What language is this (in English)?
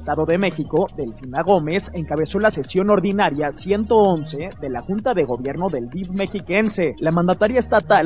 Spanish